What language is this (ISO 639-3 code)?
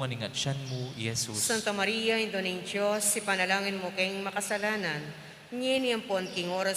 pam